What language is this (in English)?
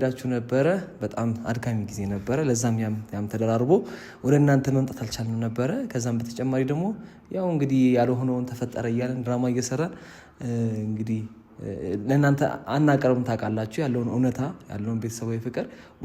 Amharic